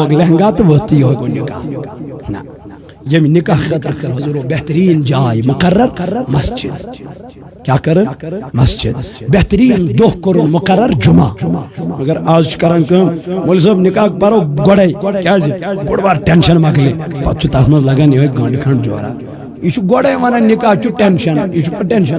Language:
Kashmiri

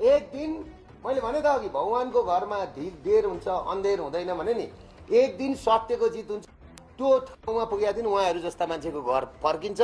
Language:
Nepali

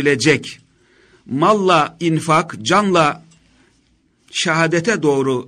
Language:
Turkish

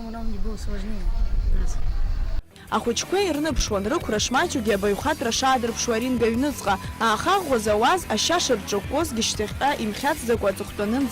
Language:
Abkhazian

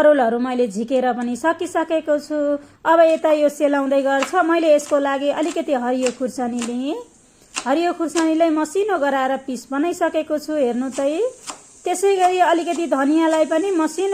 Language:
Nepali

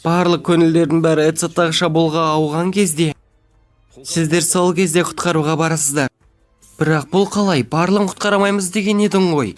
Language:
Kazakh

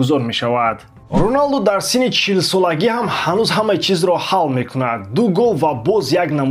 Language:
Tajik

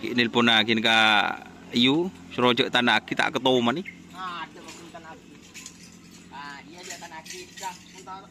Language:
Madurese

